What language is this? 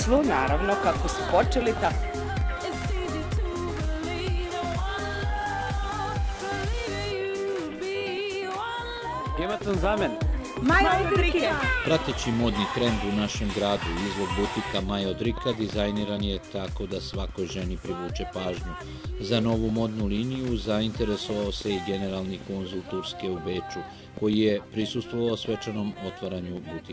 Serbian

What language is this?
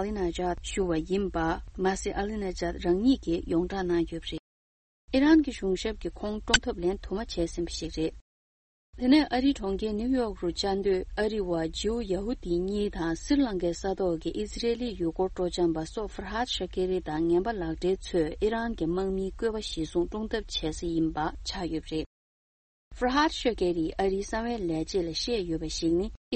Tibetan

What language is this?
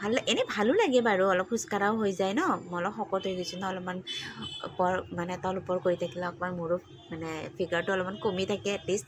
Assamese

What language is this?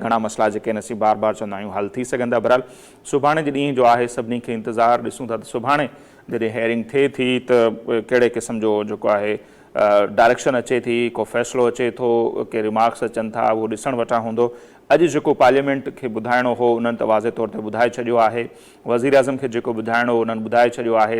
Sindhi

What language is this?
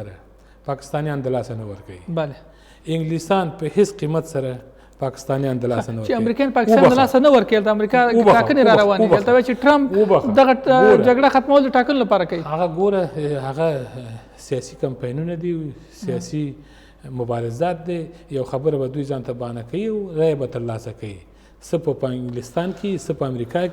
Pashto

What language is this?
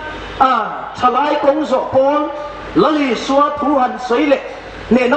Hmar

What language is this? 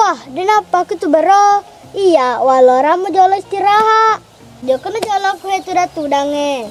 Buginese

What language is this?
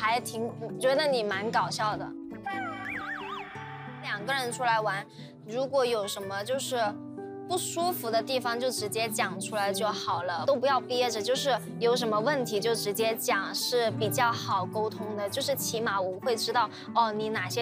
Chinese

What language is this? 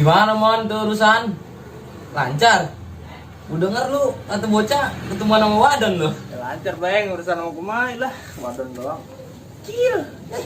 Betawi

